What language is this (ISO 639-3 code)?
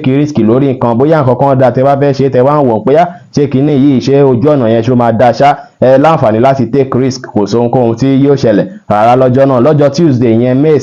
yor